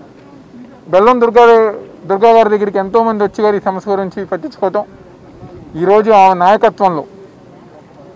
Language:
Telugu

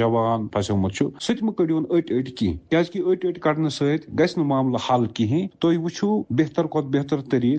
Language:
Kashmiri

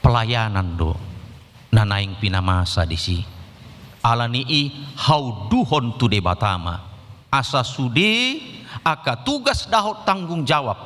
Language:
Batak Toba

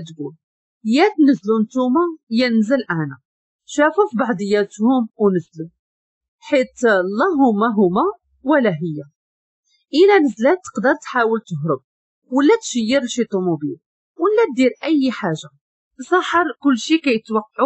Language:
Moroccan Arabic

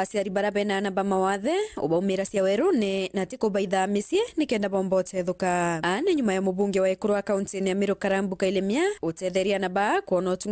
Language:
Meru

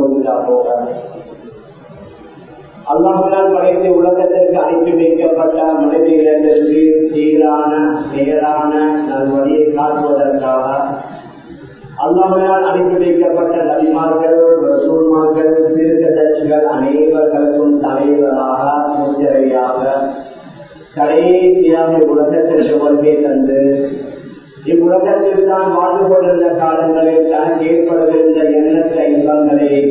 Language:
Tamil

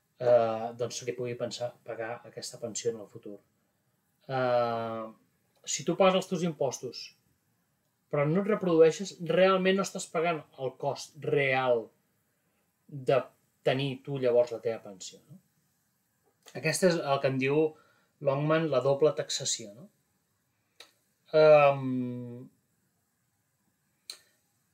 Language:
Catalan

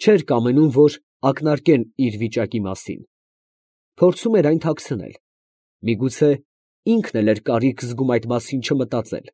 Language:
Armenian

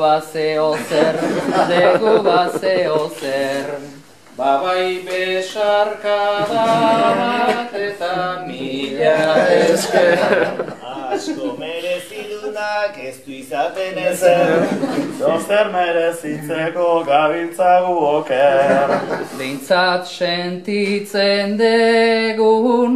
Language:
Basque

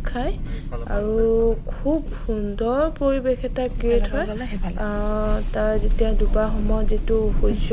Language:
Assamese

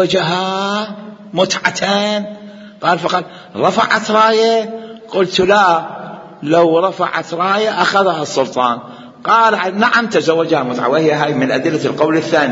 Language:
Mesopotamian Arabic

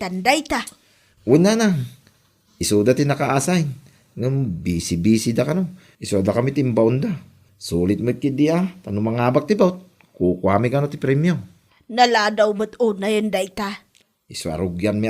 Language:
Iloko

